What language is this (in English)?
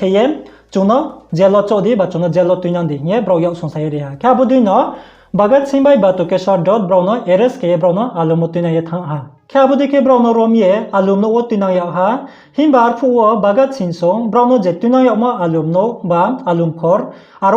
Riang (India)